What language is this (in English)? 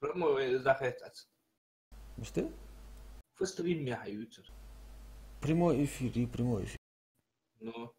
Ingush